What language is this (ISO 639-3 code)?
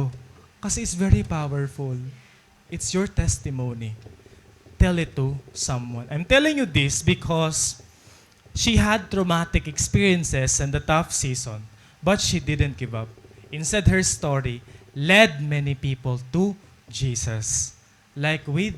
war